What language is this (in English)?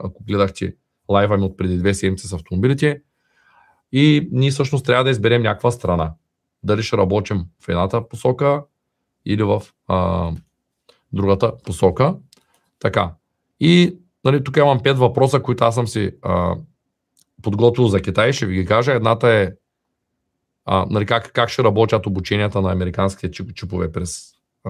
Bulgarian